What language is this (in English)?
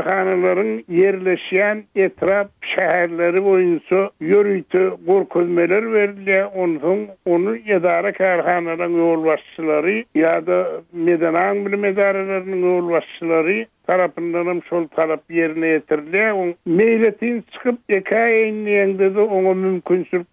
Turkmen